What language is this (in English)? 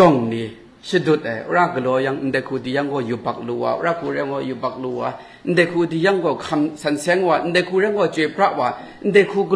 Kachin